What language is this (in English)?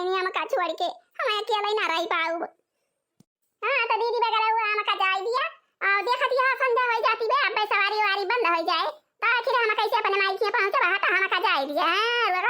Awadhi